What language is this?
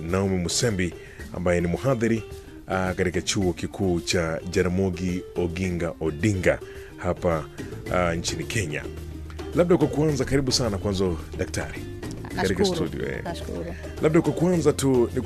Swahili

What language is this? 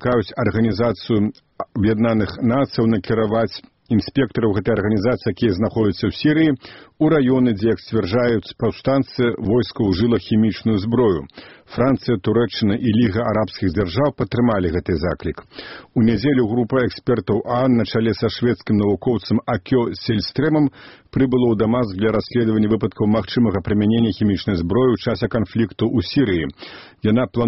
Belarusian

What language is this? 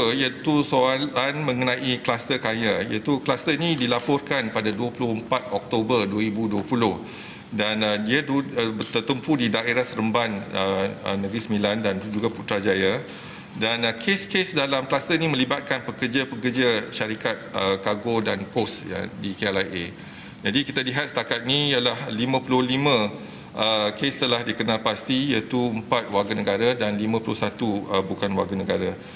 Malay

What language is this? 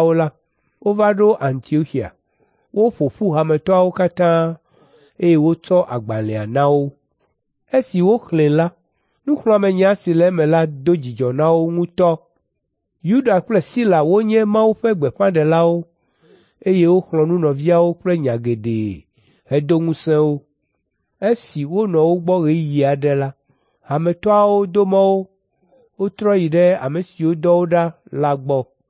Ewe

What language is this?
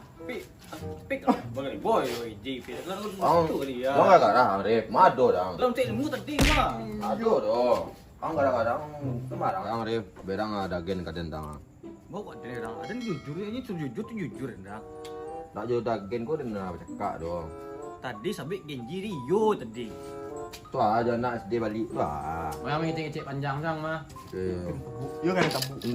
Minangkabau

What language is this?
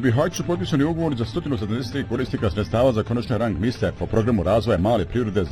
Bosnian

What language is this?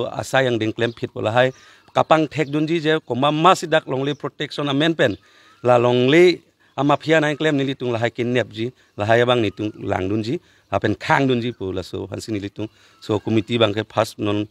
Karbi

